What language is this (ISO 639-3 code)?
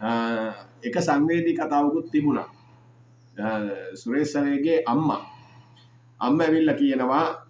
sin